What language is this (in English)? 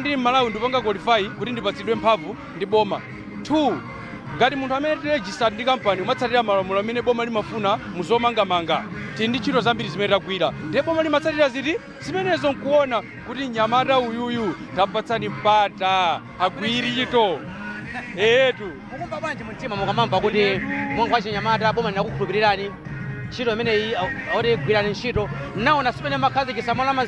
Nyanja